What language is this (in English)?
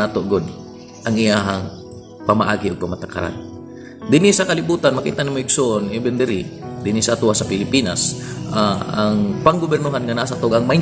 Cebuano